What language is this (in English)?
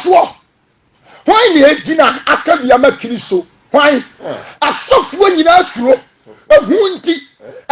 Akan